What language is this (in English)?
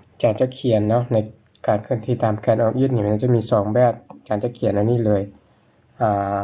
Lao